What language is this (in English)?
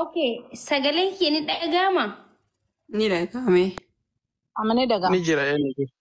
Oromo